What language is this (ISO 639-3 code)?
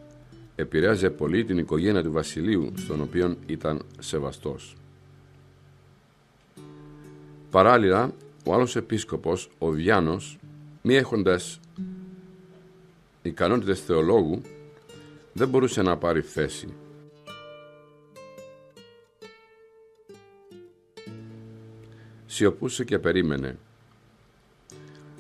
ell